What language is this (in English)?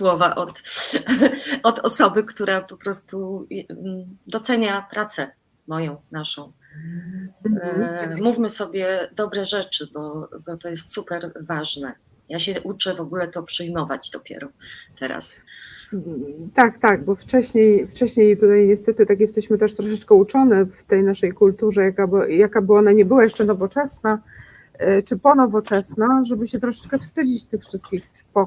Polish